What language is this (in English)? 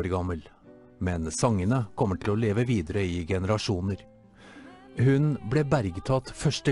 Norwegian